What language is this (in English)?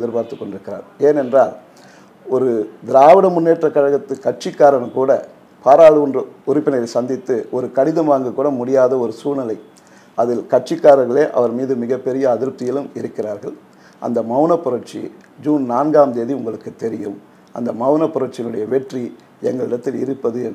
Tamil